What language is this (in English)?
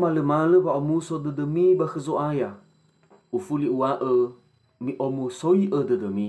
Nias